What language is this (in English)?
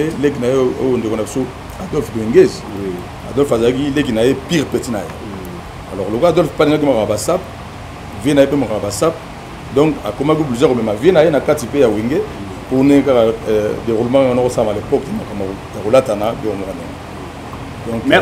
Lingala